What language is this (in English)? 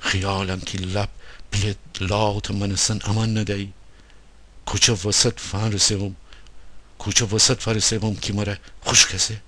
Gilaki